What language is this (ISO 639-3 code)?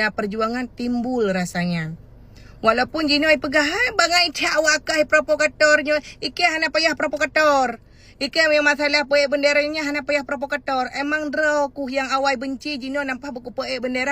ace